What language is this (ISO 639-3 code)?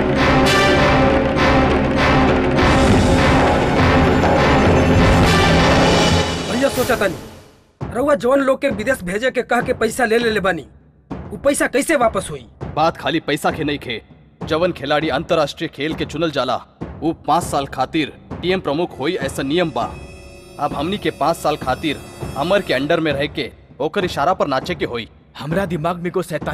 bho